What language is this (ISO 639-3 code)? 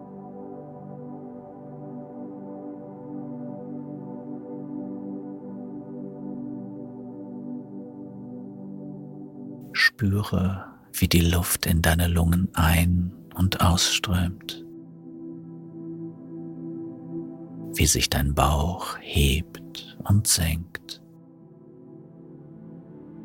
deu